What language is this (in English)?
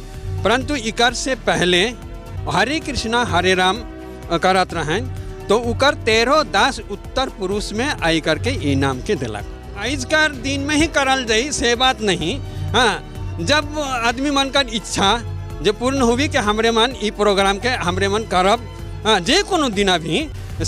Sadri